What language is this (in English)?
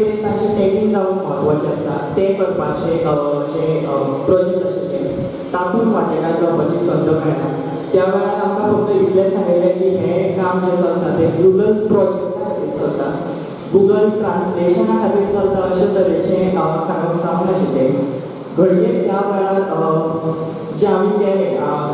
Konkani